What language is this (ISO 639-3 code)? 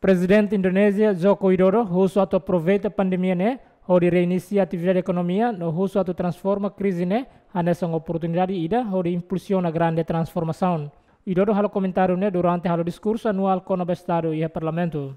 tet